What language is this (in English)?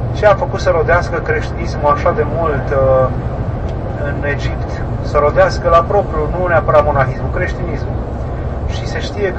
Romanian